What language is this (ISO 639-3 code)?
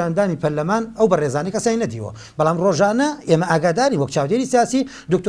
ckb